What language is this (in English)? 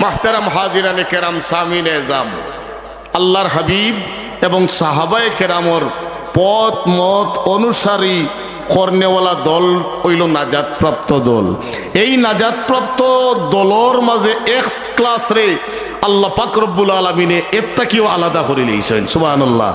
Sylheti